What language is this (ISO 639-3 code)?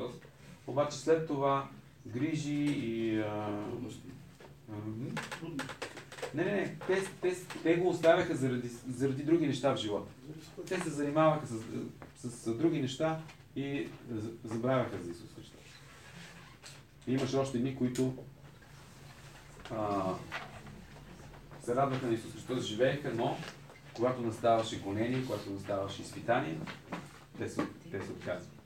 bul